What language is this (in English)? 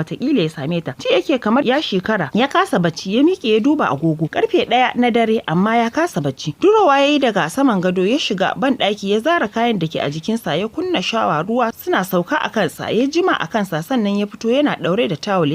Hausa